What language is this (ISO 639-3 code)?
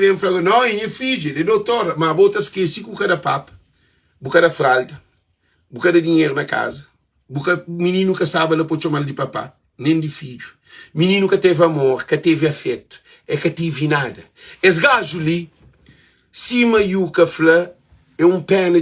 kea